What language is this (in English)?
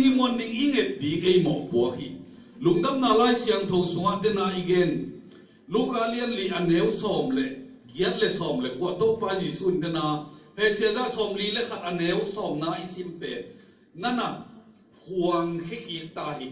Tedim Chin